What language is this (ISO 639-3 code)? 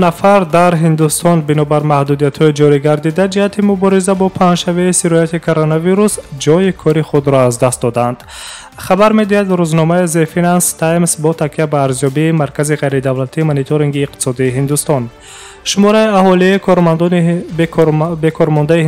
tgk